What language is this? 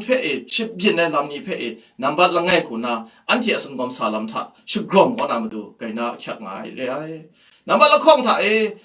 Kachin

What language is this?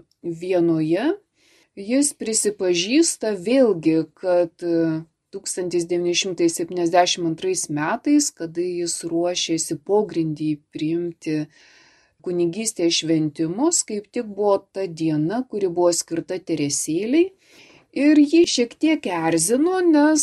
Lithuanian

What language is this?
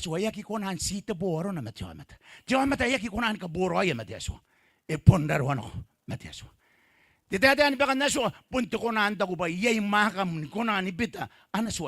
Gilbertese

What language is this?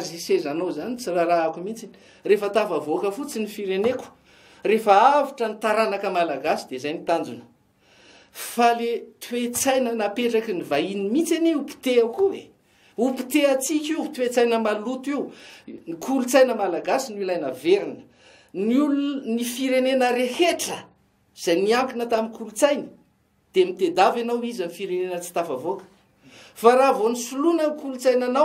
Malagasy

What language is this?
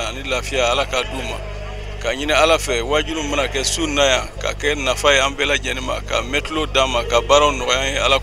Bambara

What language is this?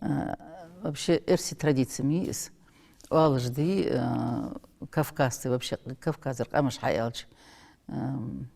Ingush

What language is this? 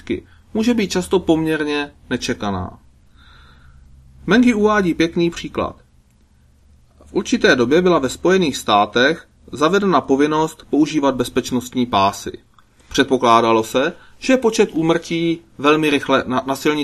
Czech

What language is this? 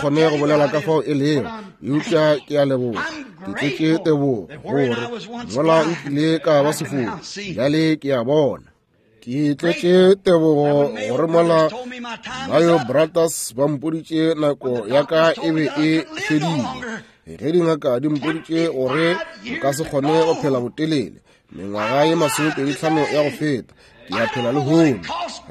Northern Sotho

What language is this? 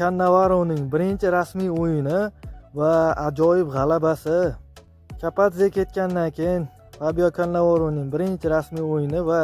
Uzbek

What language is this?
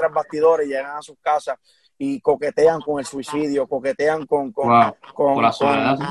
Spanish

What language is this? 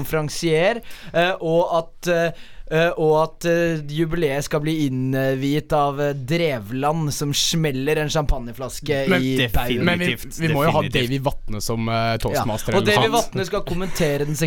Norwegian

